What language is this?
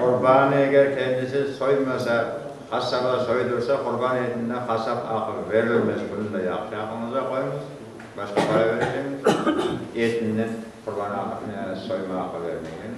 Crimean Tatar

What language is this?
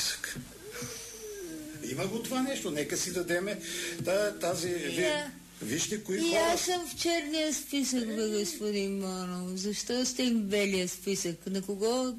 Bulgarian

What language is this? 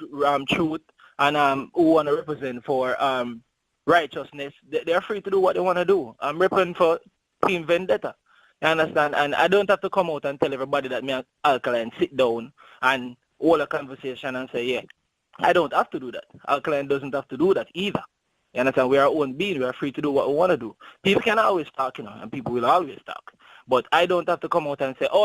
Jamaican Creole English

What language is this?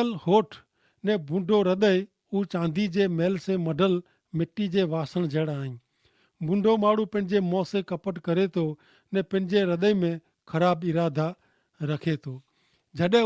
Kachhi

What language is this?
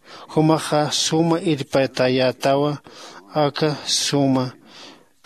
Aymara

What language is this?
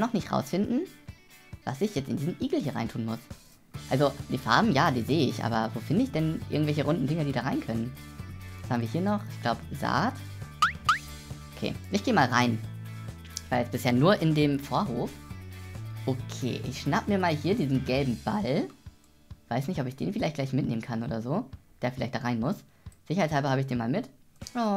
German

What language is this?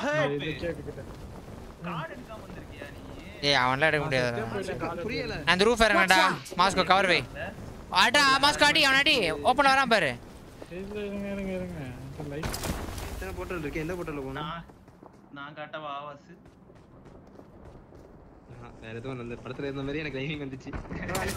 Tamil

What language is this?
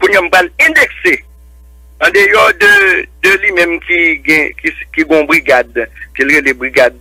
Haitian Creole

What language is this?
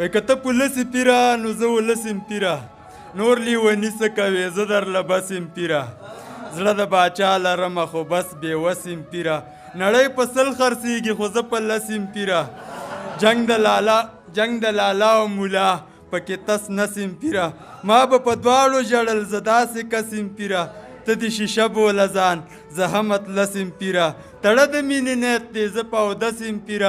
Pashto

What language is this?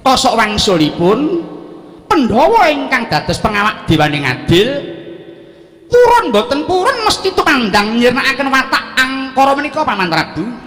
Javanese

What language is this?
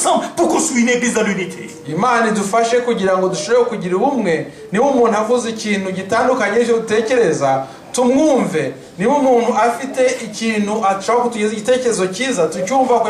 Kinyarwanda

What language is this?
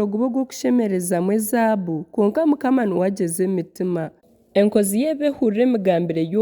Nyankole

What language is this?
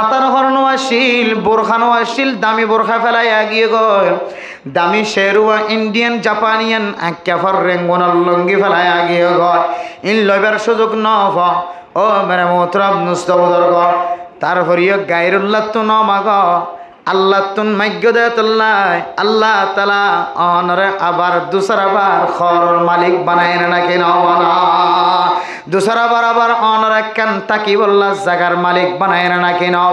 Rohingya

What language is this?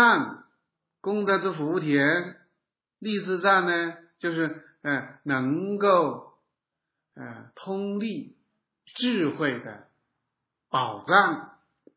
Chinese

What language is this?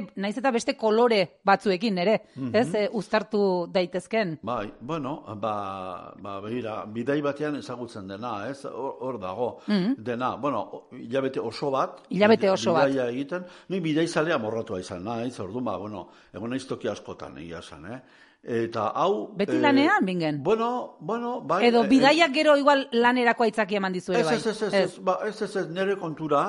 Basque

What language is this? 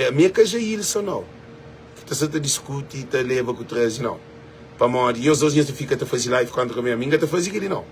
Kabuverdianu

